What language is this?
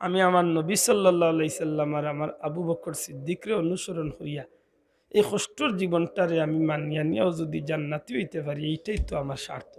Sylheti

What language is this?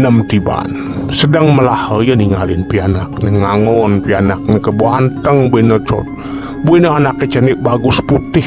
Balinese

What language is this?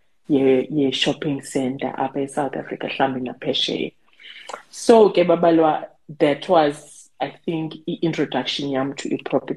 Xhosa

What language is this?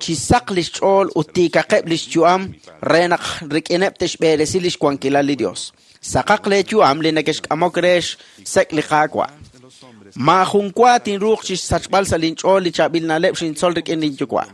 Kekchí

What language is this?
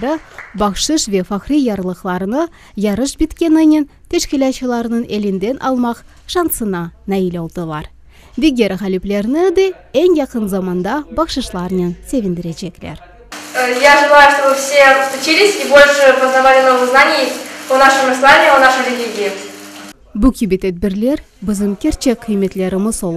Crimean Tatar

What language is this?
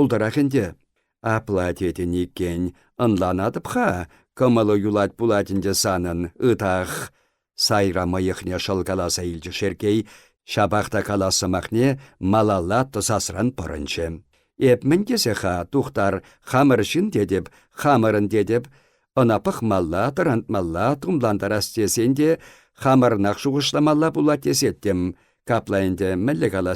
Chuvash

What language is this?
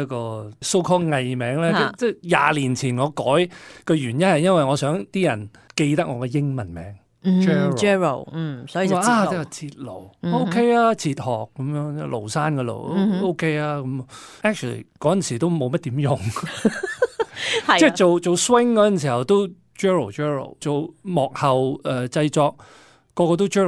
Cantonese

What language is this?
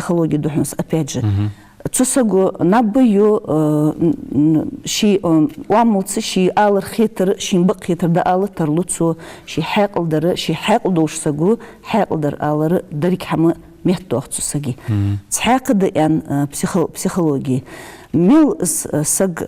Ingush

